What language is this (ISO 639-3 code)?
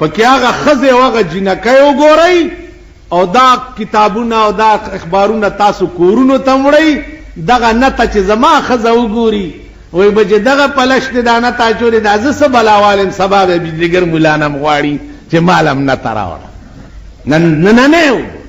pus